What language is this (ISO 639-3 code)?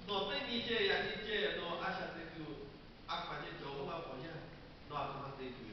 lhu